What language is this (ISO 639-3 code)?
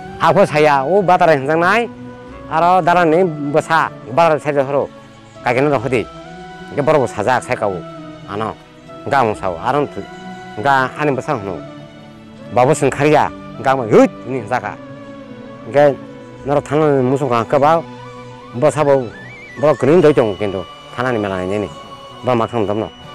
trp